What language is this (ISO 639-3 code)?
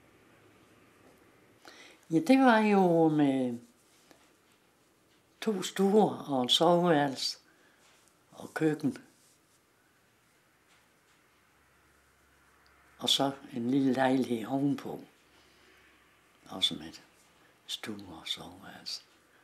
dan